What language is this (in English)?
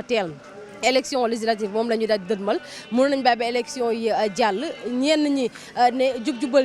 Wolof